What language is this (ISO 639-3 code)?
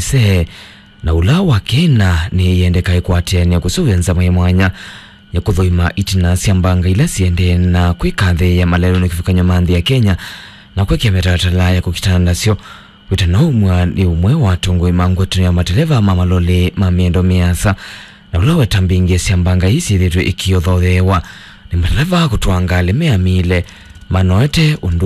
kam